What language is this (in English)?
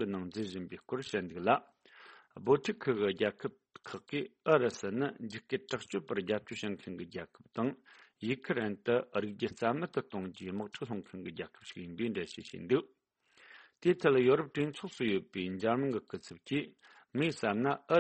Tibetan